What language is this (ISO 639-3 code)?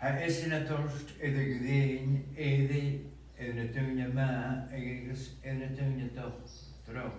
gla